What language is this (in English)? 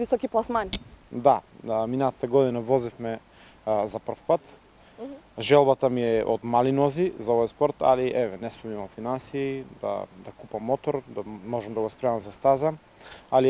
Macedonian